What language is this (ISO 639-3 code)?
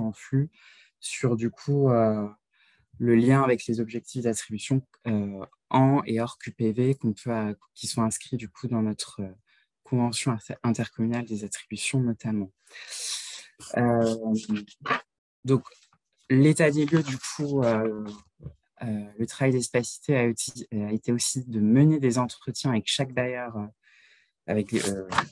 fra